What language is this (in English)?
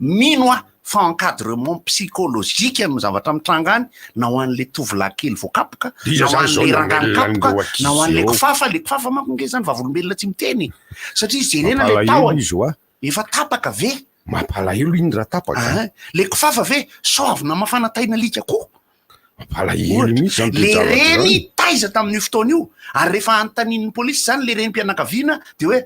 Malagasy